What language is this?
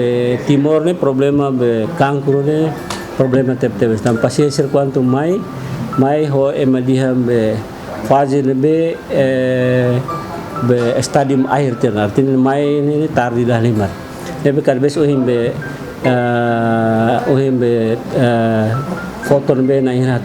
Tetum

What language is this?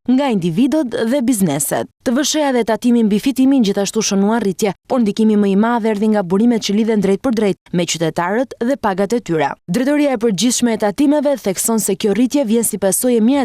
Albanian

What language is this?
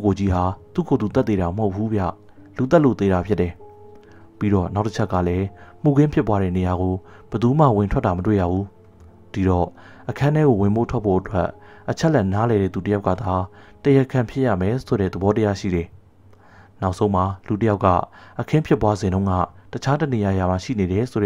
Burmese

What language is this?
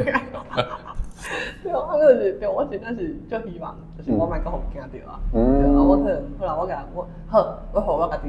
Min Nan Chinese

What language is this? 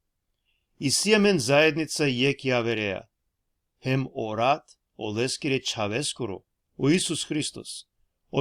Balkan Romani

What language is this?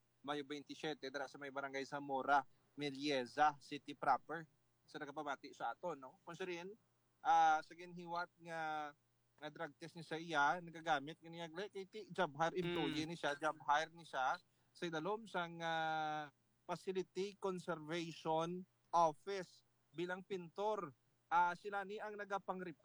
Hiligaynon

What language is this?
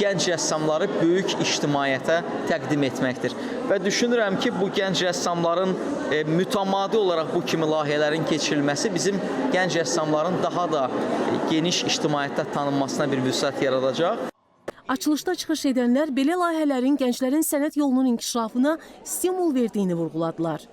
Azerbaijani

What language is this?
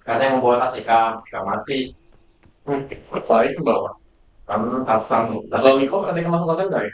Banjar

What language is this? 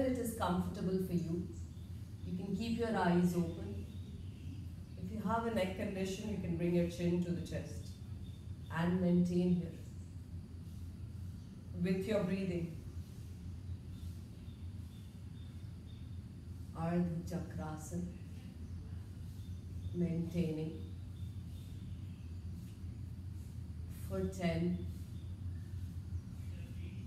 English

